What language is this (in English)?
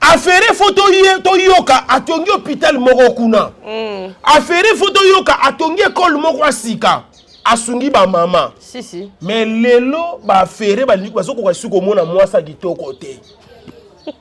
Lingala